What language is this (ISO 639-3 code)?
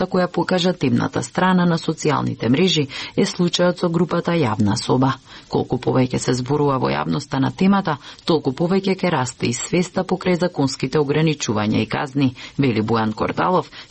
mkd